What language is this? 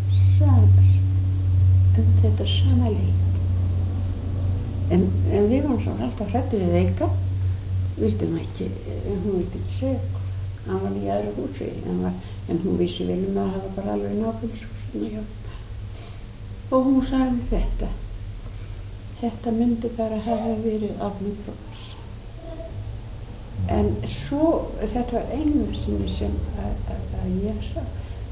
Icelandic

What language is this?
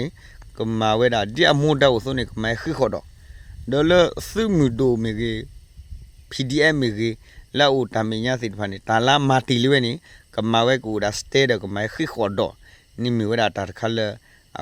S'gaw Karen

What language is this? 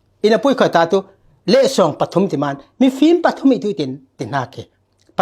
Falam Chin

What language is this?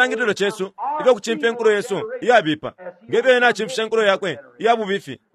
Bemba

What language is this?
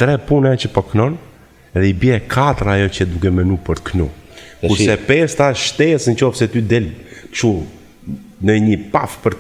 Albanian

